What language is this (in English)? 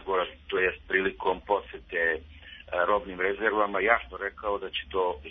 Serbian